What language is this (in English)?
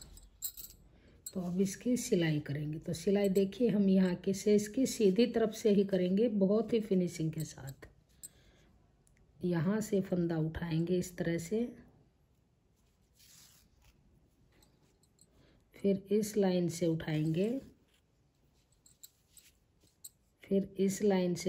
Hindi